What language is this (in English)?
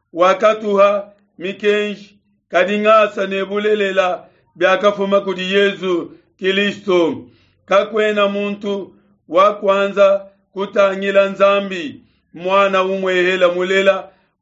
Luba-Lulua